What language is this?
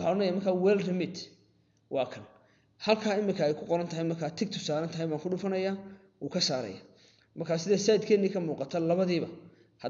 Somali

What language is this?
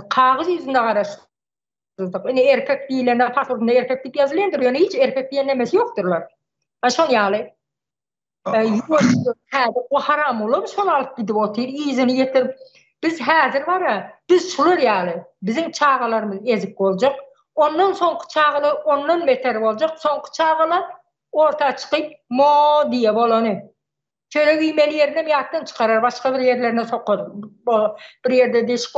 Turkmen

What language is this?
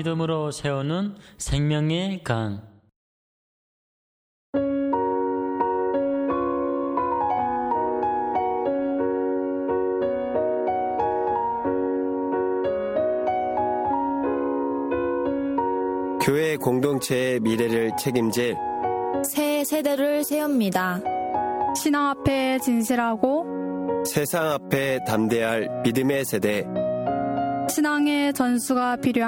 Korean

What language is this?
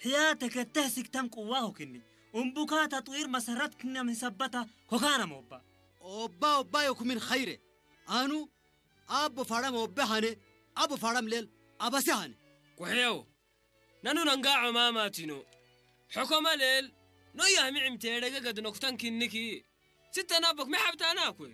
Tigrinya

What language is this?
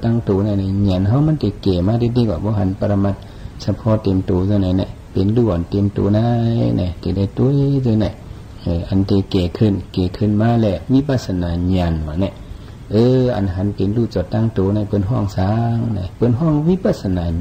Shan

